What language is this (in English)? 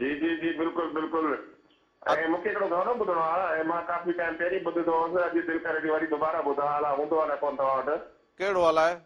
Sindhi